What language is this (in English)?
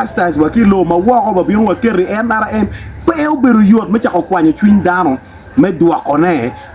Acoli